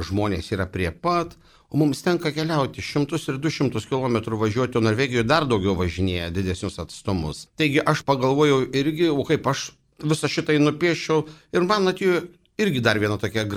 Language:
Lithuanian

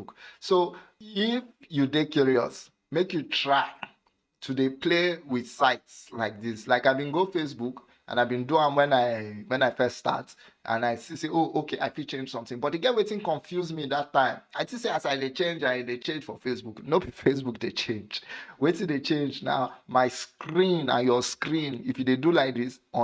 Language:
Nigerian Pidgin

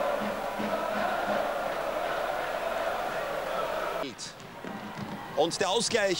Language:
German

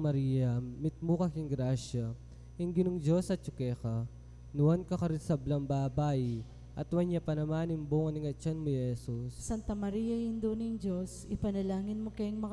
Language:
Pampanga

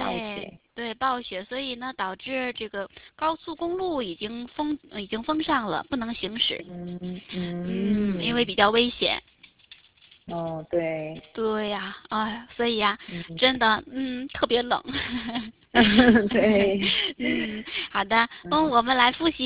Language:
Chinese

